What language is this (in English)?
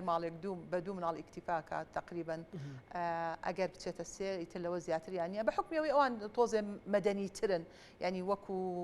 Central Kurdish